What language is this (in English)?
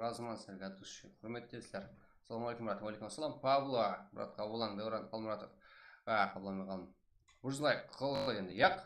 Kara-Kalpak